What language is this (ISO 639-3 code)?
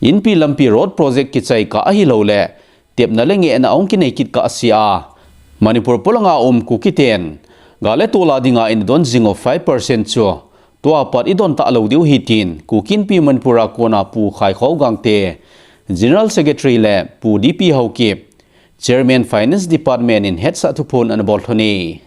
tcz